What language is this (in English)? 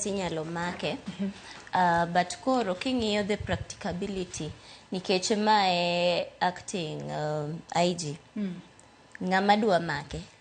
Luo (Kenya and Tanzania)